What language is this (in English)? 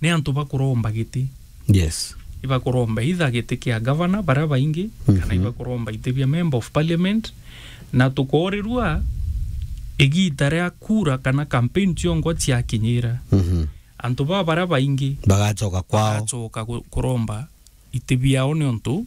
Meru